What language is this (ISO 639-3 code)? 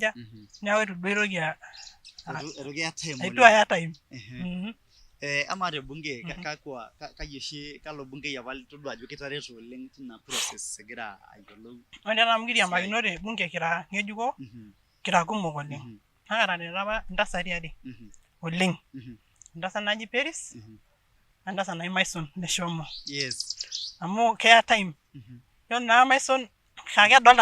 mas